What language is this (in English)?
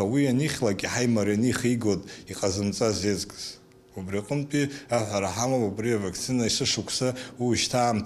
Abkhazian